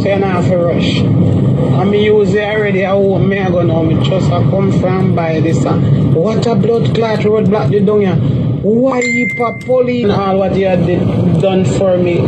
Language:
Jamaican Creole English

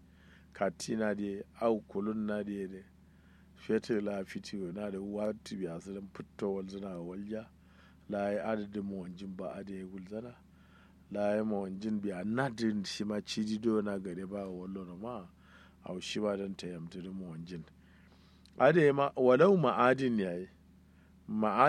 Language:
Kanuri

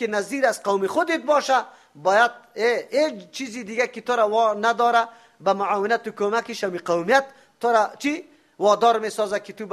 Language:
Persian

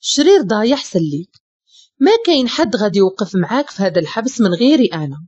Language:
Moroccan Arabic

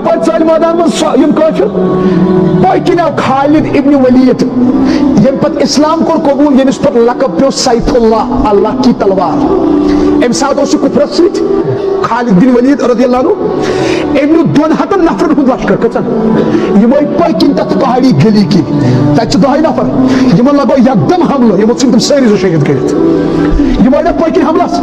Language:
Kashmiri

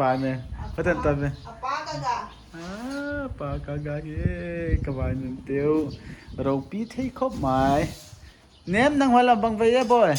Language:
Paite Chin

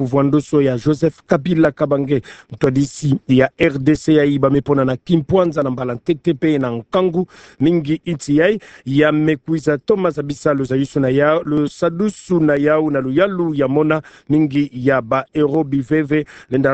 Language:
Kituba (Democratic Republic of Congo)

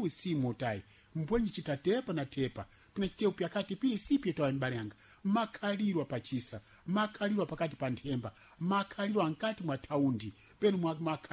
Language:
Sena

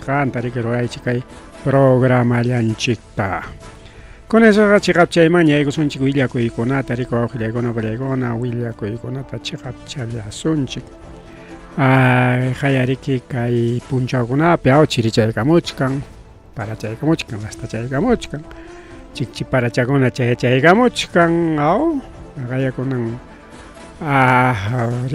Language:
Ayacucho Quechua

